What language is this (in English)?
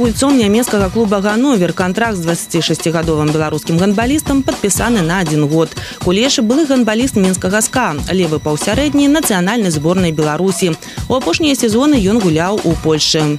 Belarusian